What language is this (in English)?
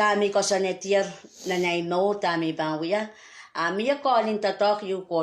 Pohnpeian